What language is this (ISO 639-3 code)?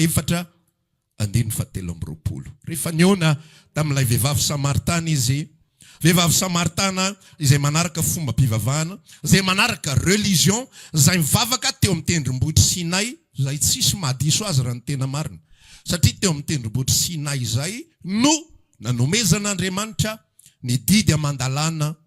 mlg